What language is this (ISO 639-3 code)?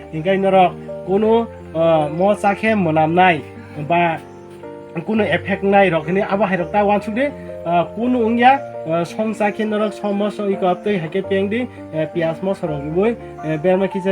trp